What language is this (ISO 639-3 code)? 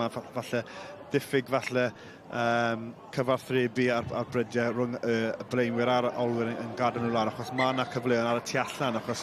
cym